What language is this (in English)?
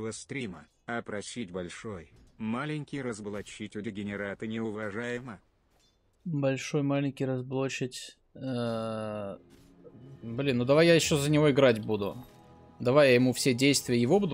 Russian